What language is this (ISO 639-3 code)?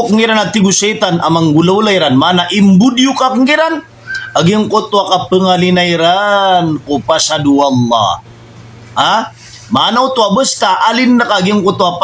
mrw